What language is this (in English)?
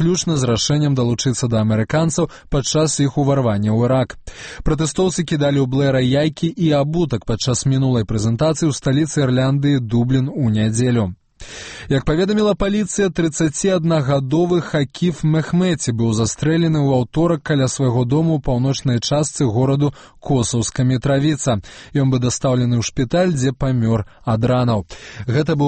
Belarusian